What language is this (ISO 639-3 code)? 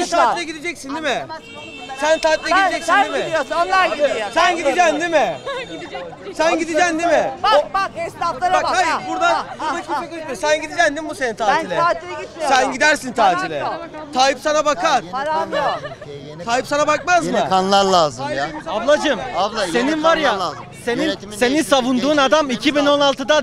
tur